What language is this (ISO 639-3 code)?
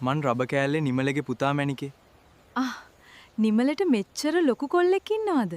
sin